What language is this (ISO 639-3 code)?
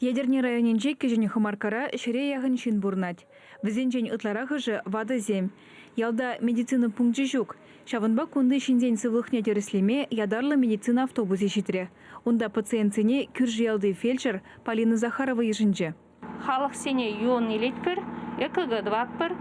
chv